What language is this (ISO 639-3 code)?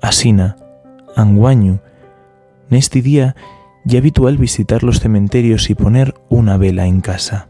ast